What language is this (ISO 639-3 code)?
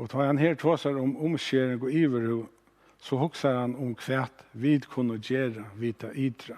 fao